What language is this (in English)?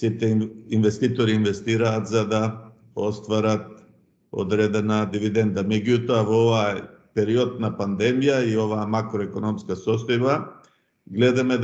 Macedonian